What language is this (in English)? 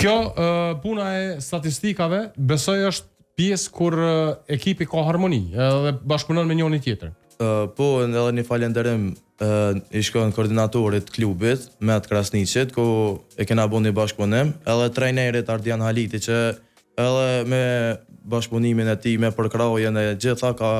Albanian